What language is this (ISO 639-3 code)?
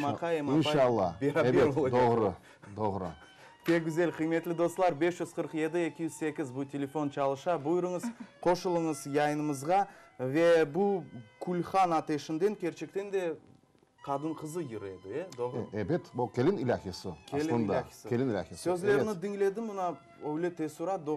crh